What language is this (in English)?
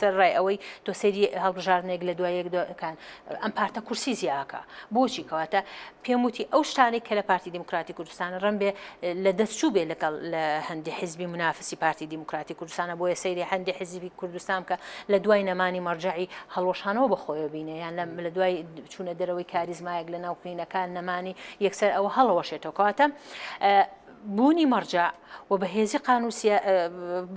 Central Kurdish